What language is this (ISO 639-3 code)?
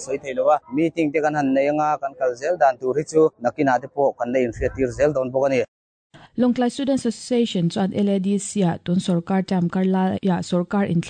lus